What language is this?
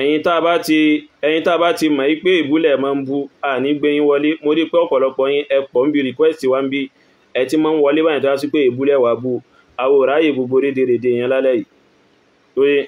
Yoruba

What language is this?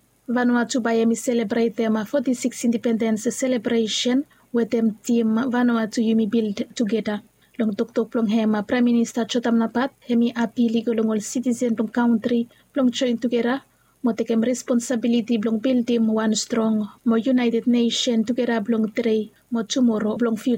Bislama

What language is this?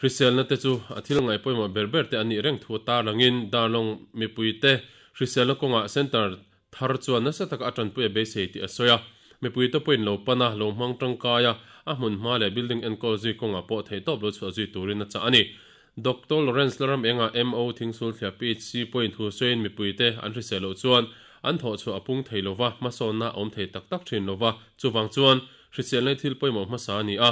Mizo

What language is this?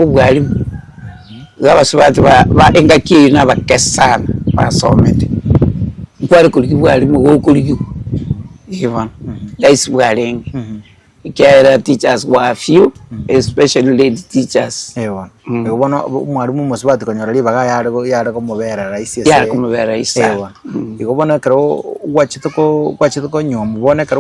Gusii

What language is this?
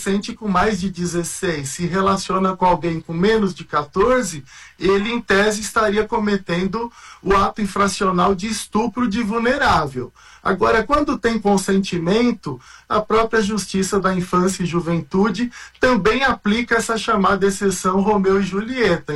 Portuguese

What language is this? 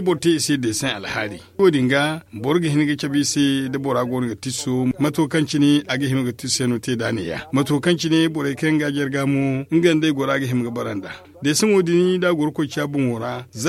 Zarma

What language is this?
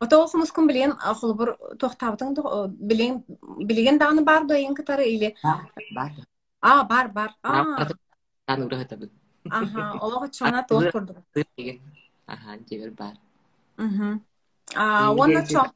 Yakut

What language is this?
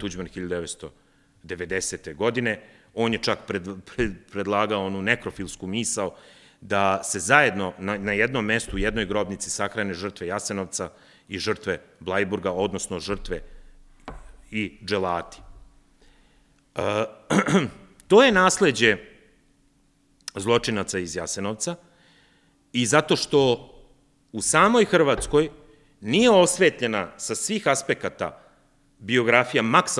Serbian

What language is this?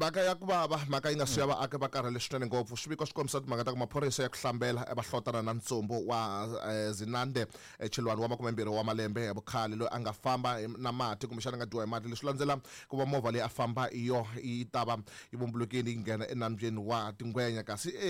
Tsonga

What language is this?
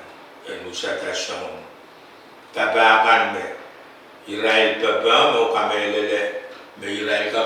Pohnpeian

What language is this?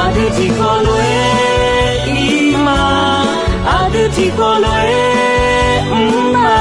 Akha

